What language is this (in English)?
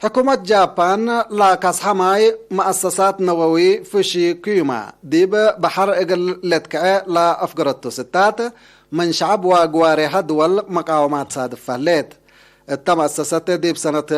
Tigre